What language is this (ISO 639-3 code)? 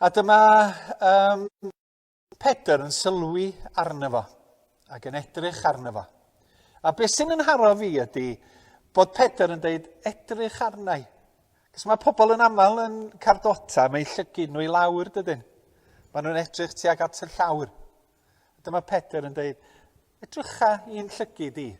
cym